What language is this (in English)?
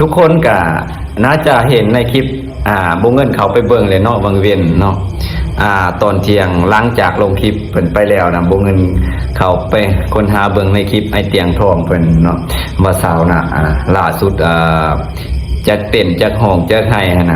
Lao